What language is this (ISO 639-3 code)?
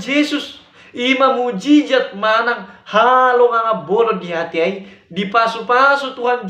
bbc